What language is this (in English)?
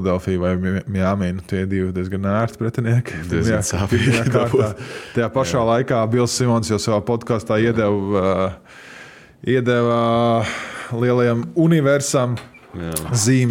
Latvian